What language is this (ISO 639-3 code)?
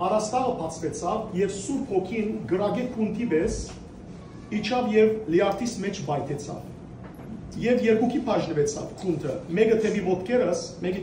hyw